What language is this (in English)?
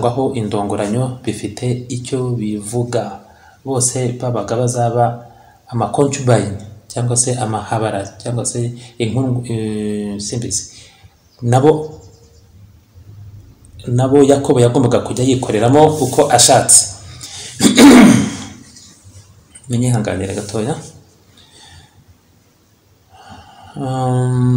Kinyarwanda